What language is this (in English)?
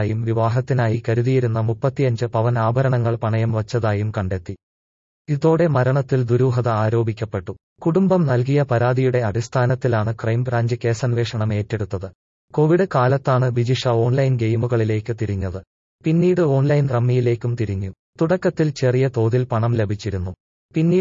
Malayalam